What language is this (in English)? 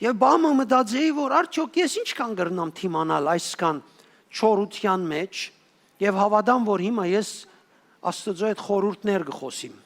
Western Armenian